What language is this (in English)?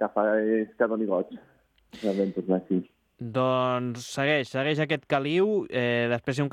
Catalan